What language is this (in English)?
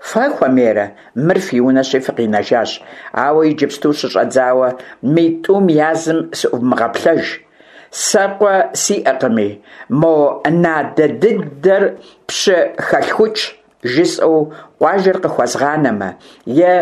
Kabardian